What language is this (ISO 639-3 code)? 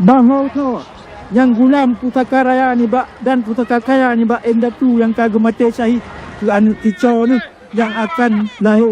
ace